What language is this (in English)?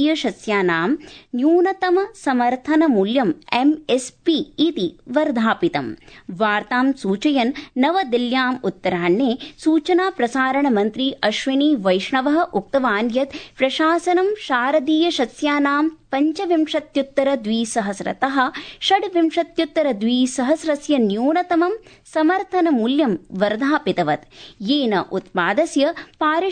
Sanskrit